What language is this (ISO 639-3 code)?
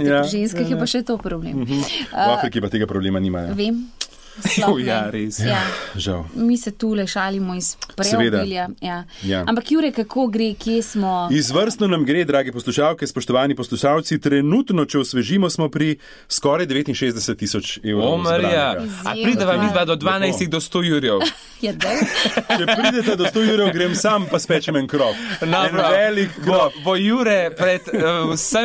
slv